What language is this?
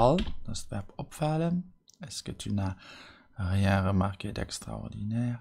Luxembourgish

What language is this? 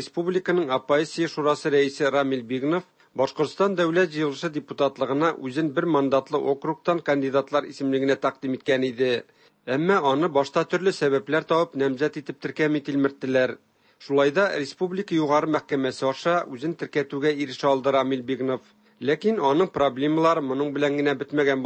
Tatar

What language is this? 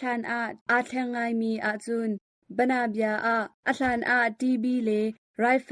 Hakha Chin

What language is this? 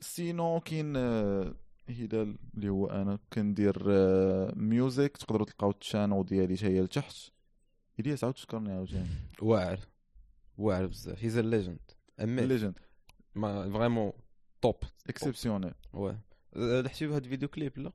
Moroccan Arabic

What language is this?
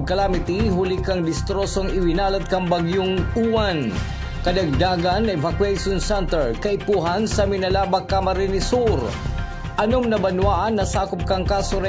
Bikol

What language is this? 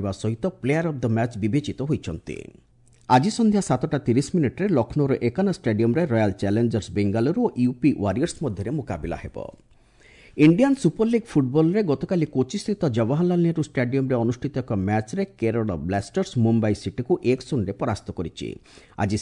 Odia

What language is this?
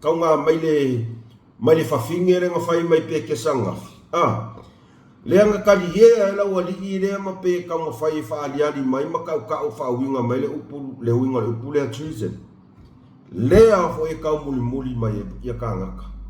Samoan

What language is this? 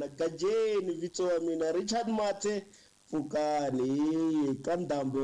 Tsonga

